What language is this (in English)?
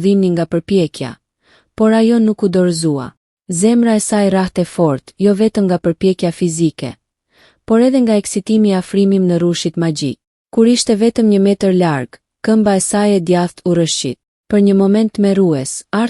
Albanian